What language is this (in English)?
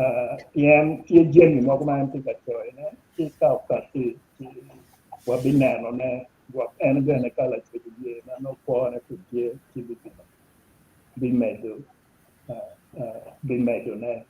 Acoli